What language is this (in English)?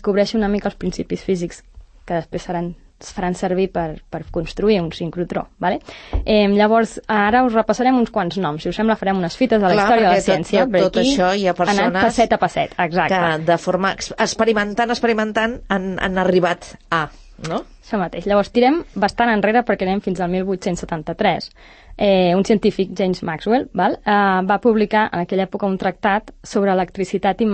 Catalan